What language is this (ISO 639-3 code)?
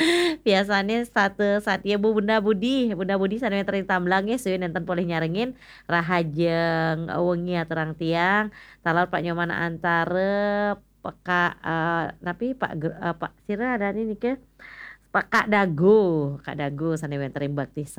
ban